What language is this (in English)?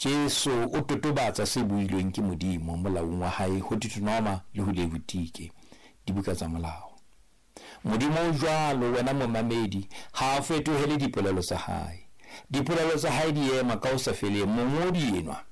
Southern Sotho